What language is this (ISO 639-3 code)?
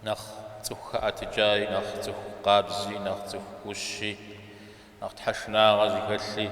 kbd